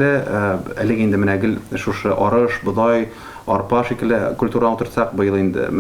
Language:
Tatar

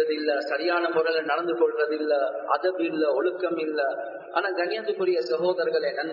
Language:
Tamil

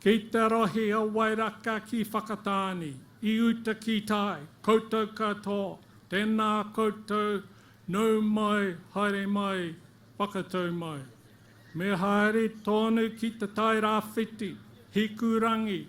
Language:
Māori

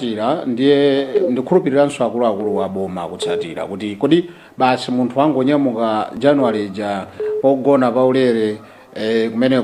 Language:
Nyanja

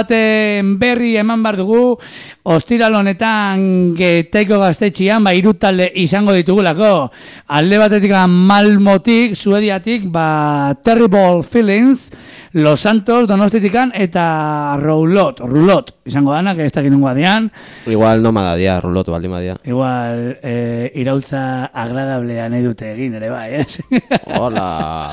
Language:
Basque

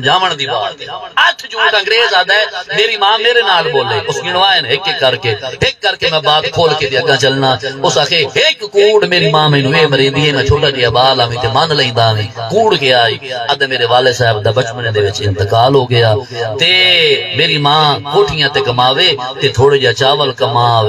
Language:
Saraiki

